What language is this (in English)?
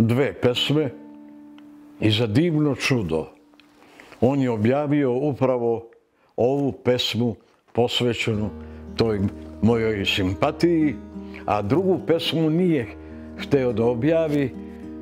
Serbian